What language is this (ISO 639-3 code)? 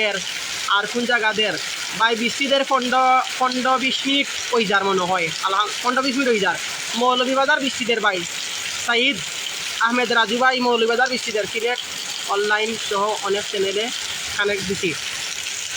syl